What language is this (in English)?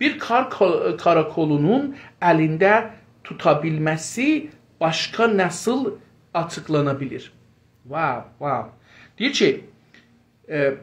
South Azerbaijani